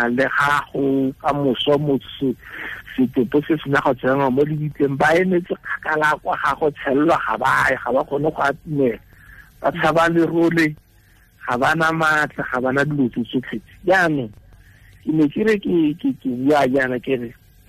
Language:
Tswana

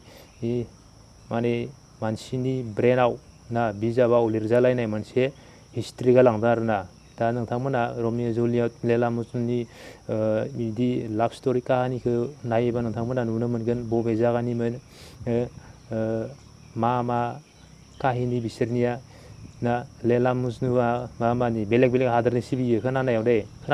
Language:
Bodo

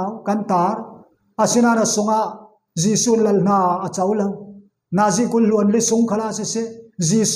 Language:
Falam Chin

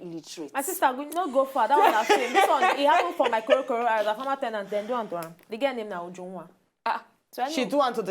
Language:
Nigerian Pidgin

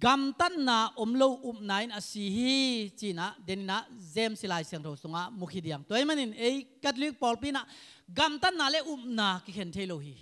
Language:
Tedim Chin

